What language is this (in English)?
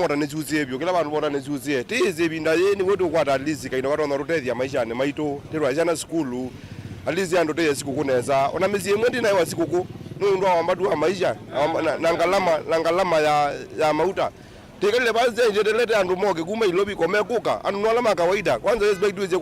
Kamba